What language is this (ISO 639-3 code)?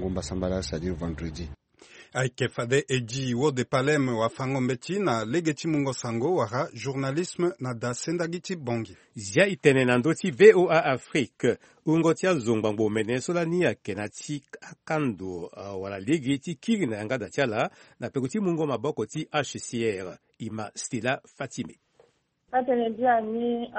sag